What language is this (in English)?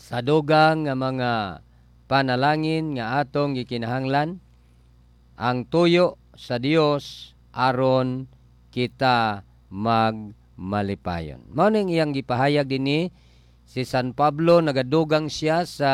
Cebuano